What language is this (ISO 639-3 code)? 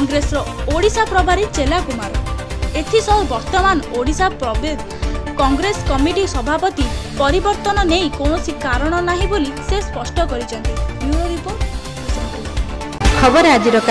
ori